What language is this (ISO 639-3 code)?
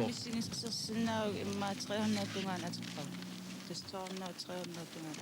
kal